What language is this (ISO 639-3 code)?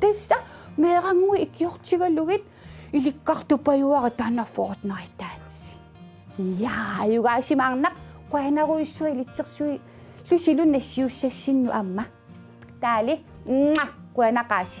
kal